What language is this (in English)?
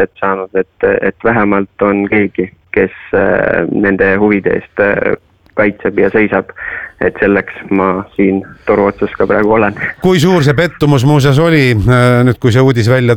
Estonian